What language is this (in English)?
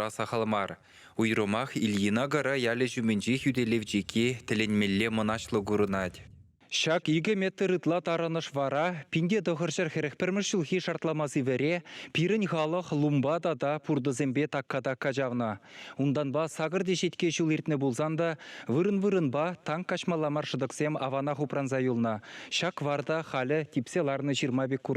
Chuvash